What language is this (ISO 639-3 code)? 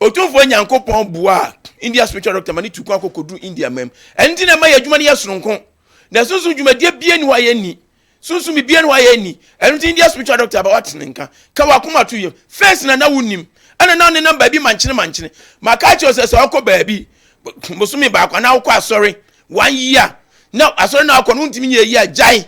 aka